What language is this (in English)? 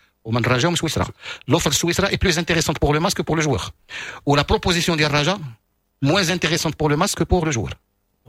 Moroccan Arabic